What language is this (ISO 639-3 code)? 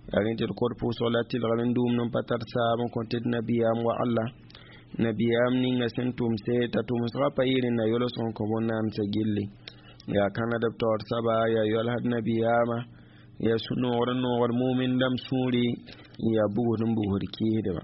mos